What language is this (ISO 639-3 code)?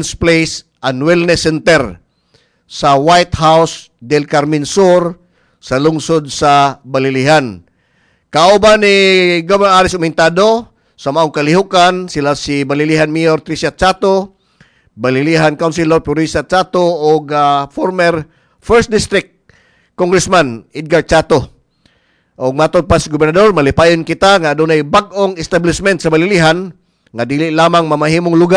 ceb